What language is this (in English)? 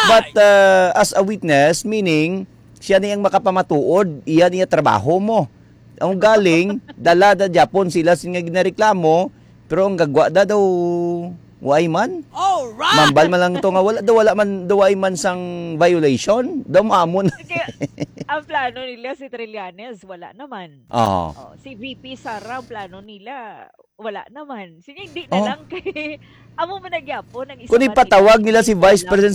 Hiligaynon